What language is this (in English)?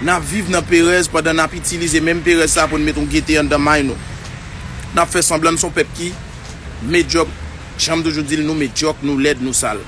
Haitian Creole